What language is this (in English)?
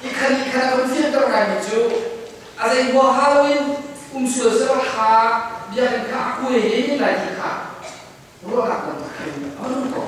Hakha Chin